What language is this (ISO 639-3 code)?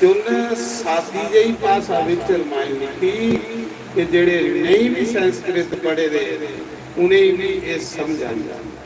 doi